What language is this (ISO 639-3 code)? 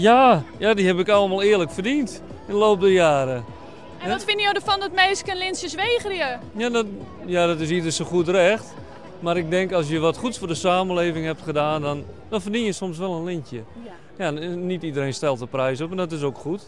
fry